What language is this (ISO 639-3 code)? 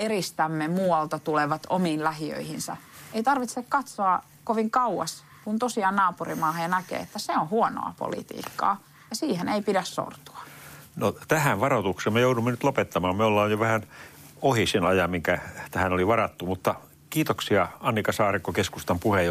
fin